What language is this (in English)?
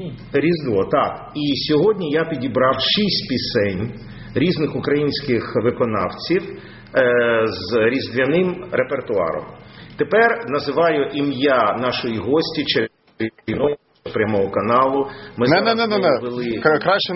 Ukrainian